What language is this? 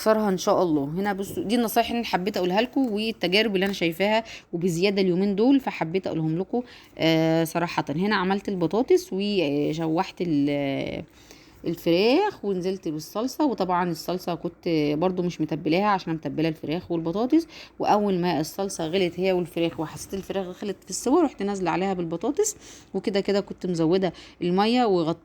Egyptian Arabic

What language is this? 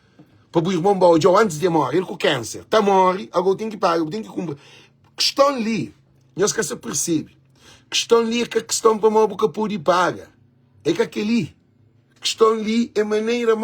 Kabuverdianu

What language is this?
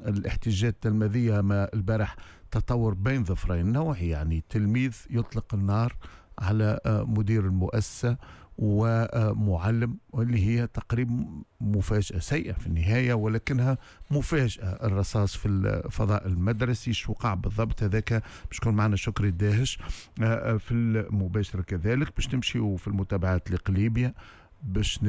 Tunisian Arabic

